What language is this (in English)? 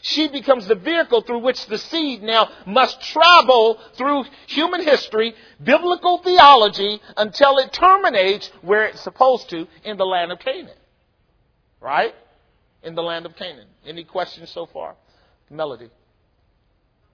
English